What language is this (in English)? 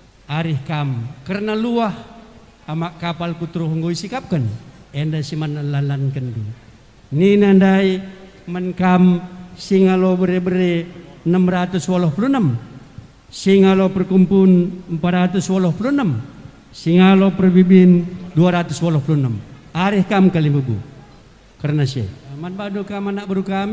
Batak Karo